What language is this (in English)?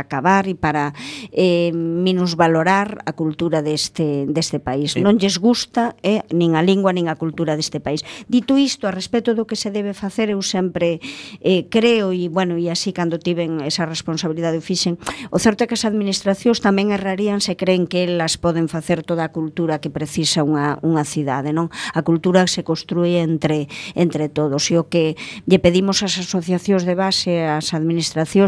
Galician